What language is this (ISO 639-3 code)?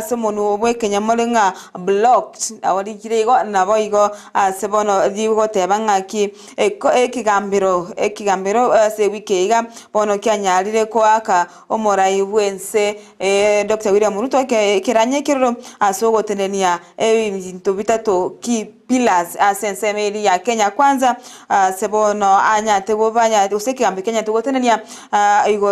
guz